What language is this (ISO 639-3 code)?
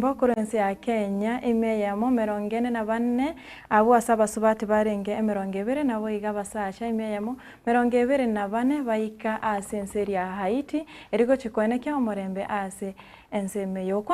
guz